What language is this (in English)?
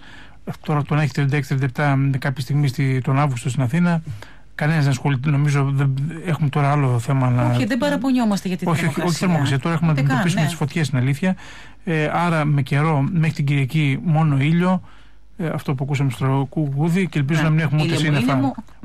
Greek